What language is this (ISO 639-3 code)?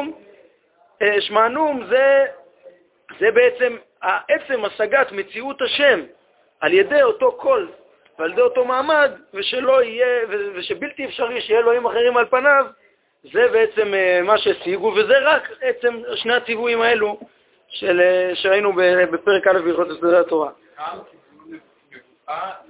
heb